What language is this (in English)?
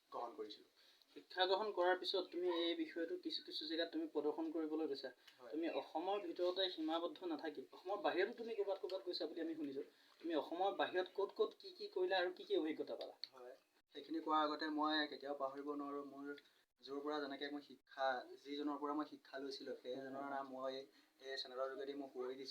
Assamese